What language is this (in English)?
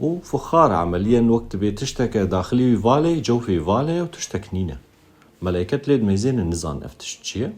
Kurdish